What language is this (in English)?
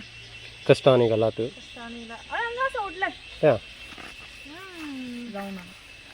Konkani